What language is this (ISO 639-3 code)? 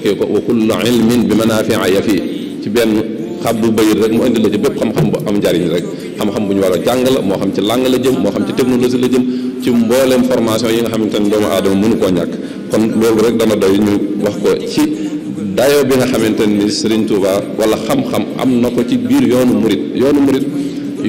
wol